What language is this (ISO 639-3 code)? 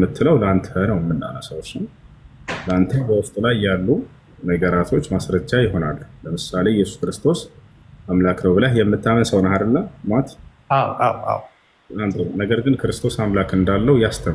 amh